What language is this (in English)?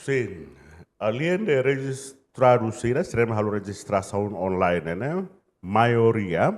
Tetum